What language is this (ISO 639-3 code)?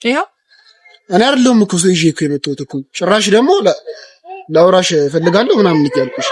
amh